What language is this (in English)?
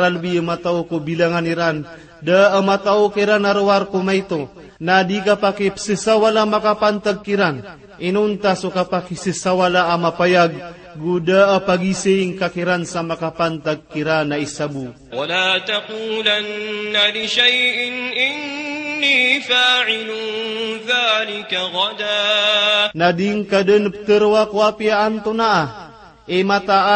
Maranao